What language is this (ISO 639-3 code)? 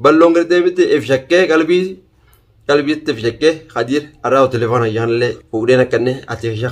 orm